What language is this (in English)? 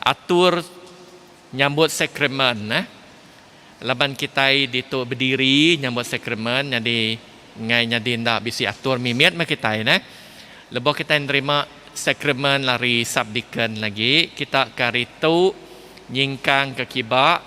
Iban